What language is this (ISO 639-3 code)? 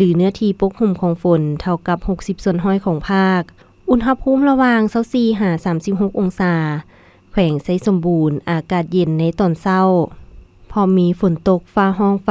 lao